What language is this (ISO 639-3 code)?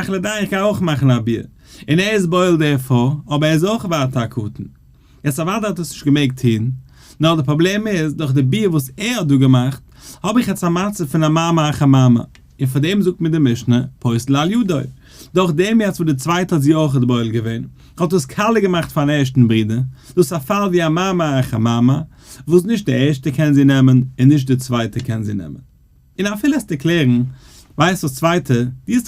yid